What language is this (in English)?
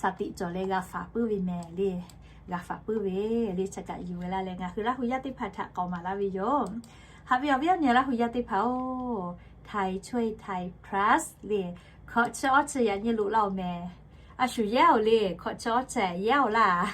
Lahu